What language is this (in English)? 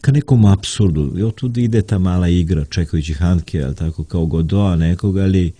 Serbian